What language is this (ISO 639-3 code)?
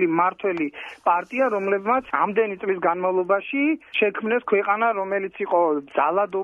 kat